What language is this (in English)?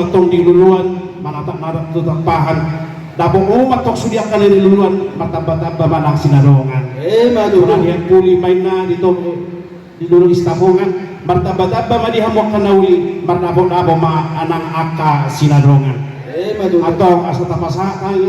Batak Toba